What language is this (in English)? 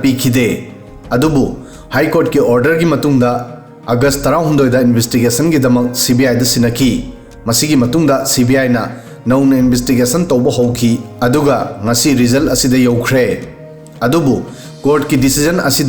Manipuri